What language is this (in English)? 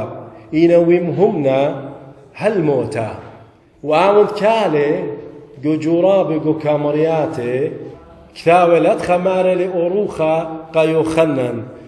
Assyrian Neo-Aramaic